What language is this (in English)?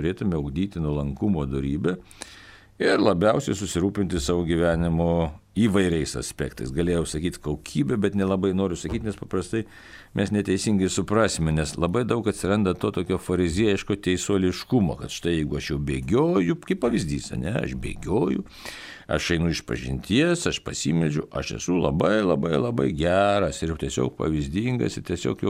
Lithuanian